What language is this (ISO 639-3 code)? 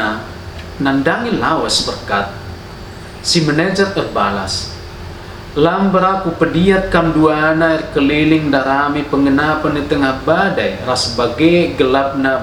btx